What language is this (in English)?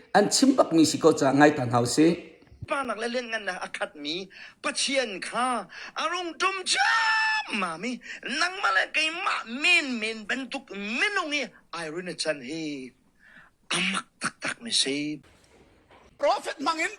Hakha Chin